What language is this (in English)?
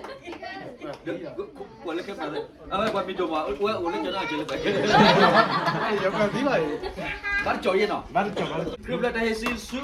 S'gaw Karen